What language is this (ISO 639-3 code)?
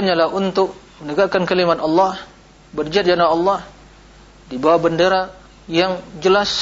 ind